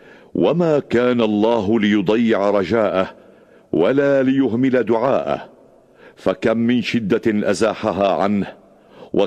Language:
Tunisian Arabic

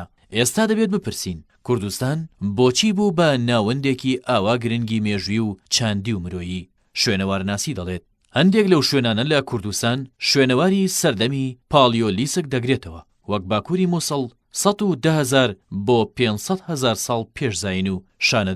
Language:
Central Kurdish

